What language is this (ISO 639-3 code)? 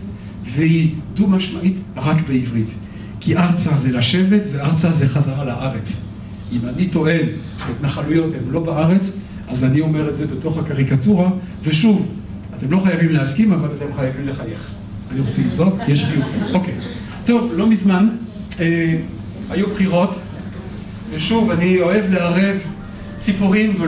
heb